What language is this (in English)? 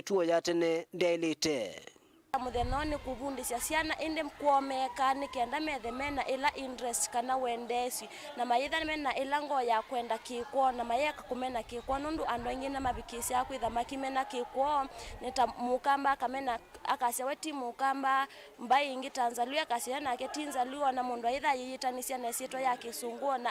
Kamba